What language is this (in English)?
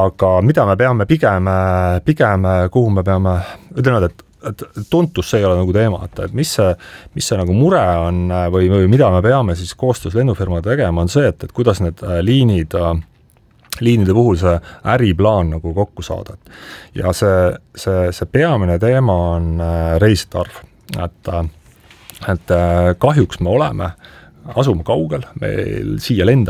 Estonian